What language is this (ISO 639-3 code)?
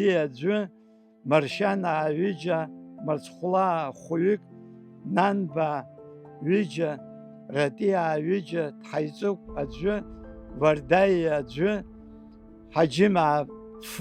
abk